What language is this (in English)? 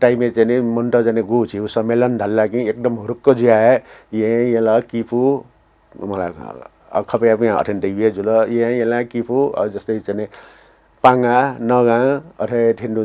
Newari